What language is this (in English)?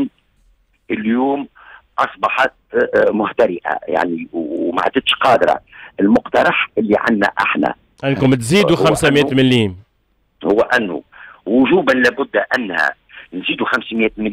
Tunisian Arabic